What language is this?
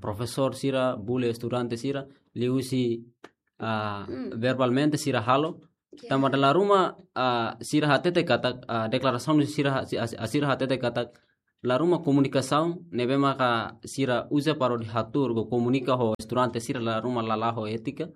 Tetum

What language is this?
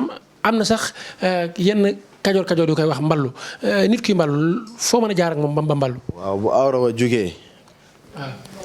Wolof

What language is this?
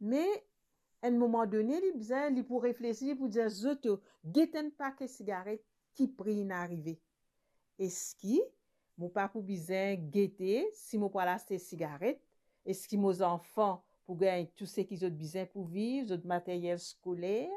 Morisyen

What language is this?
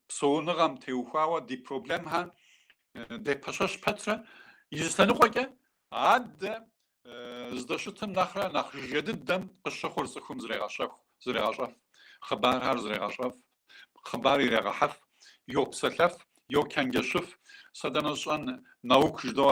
Kabardian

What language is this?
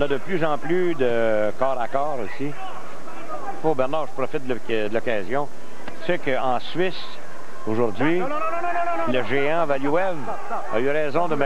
French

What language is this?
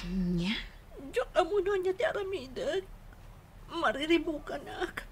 Iloko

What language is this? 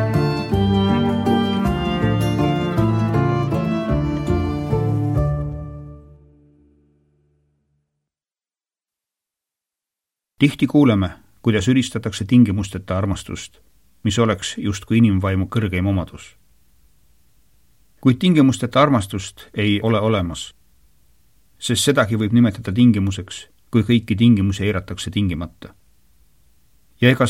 Estonian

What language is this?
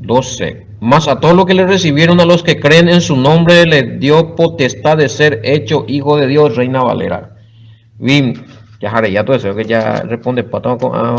Guarani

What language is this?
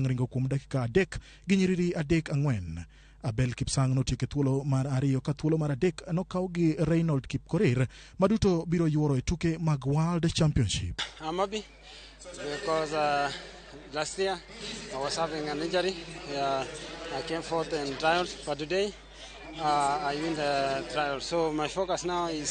Luo (Kenya and Tanzania)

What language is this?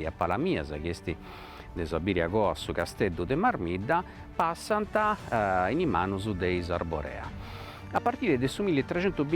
Sardinian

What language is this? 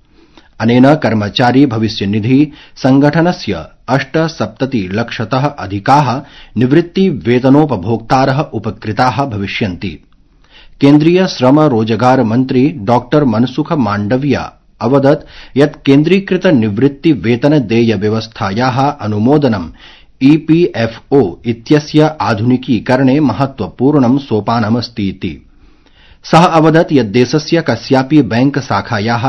Sanskrit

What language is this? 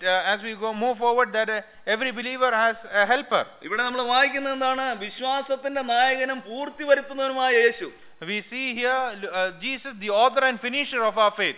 Malayalam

